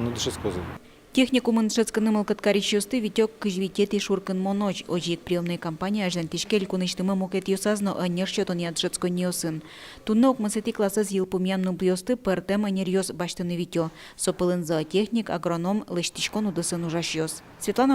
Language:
Udmurt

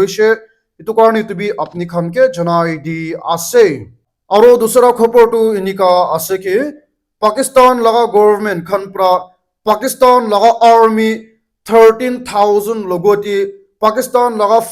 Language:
Naga Pidgin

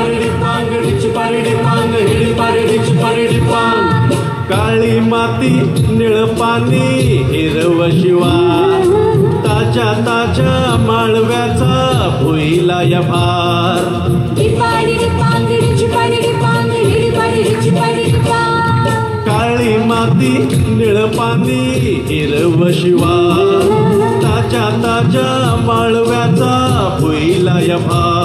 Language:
Marathi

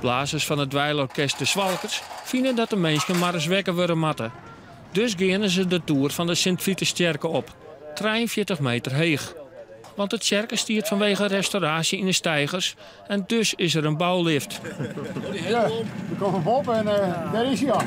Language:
Western Frisian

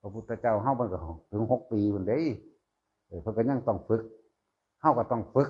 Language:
Northeastern Thai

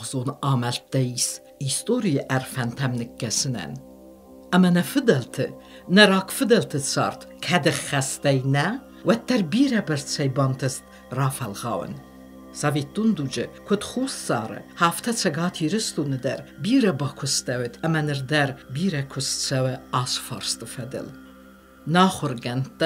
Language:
Ossetic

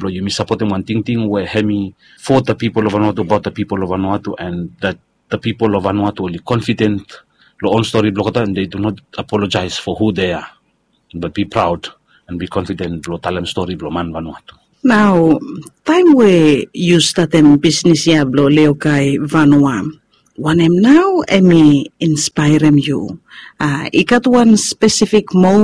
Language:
Bislama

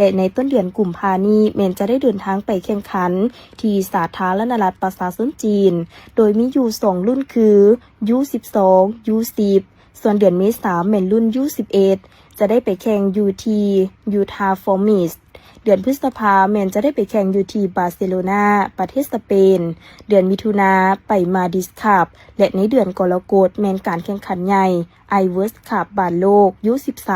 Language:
Lao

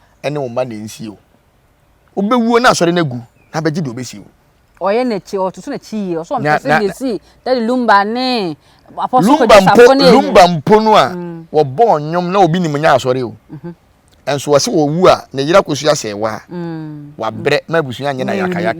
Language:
Akan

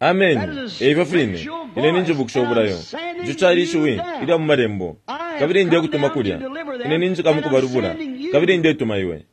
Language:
Bemba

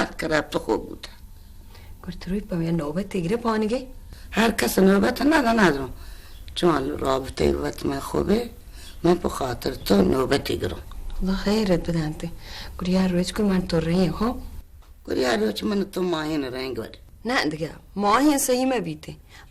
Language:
Baluchi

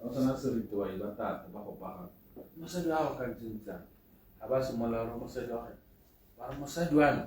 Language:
Tswana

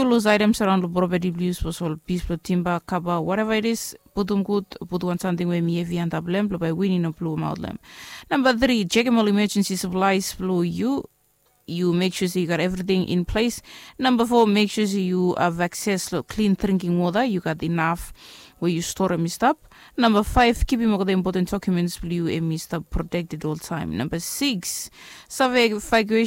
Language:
Bislama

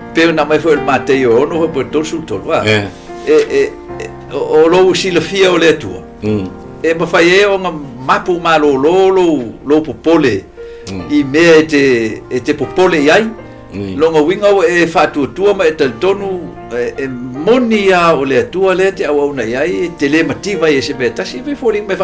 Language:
Samoan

